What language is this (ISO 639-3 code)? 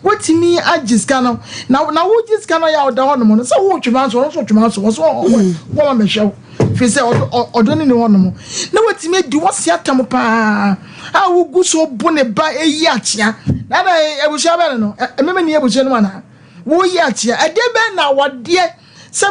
aka